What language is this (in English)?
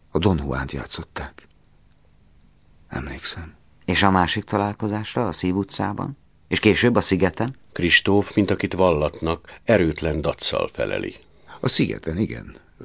Hungarian